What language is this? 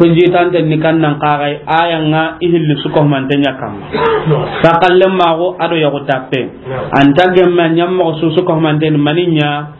Soninke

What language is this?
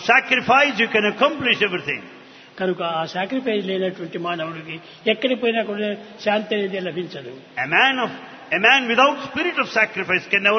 Telugu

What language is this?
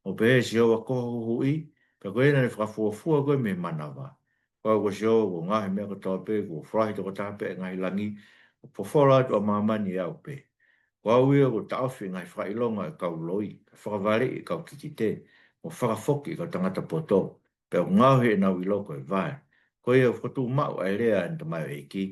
Tongan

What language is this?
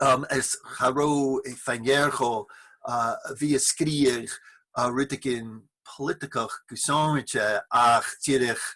Irish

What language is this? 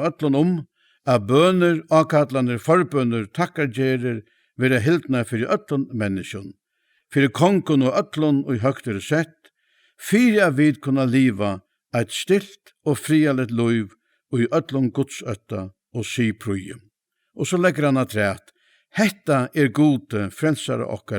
Faroese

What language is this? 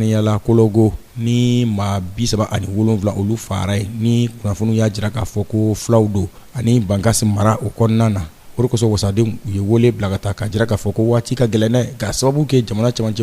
Bambara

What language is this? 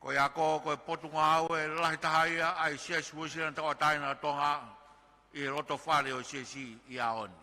Tongan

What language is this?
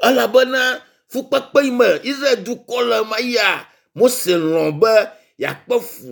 Ewe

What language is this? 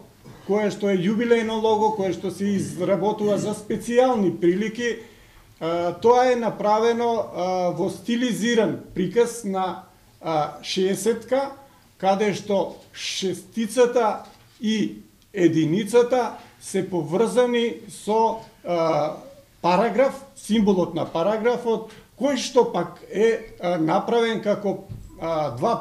Macedonian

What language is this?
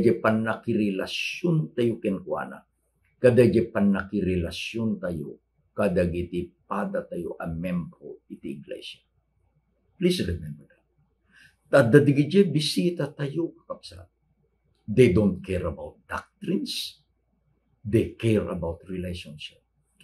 Iloko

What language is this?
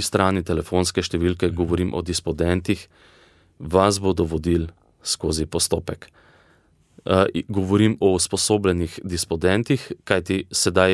Slovenian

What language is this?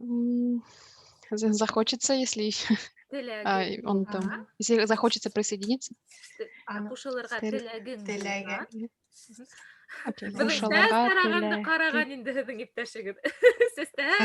Bashkir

